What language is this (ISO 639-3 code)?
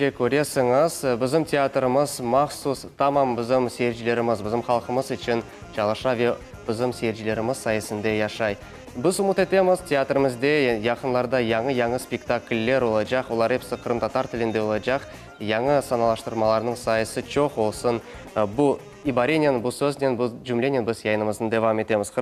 crh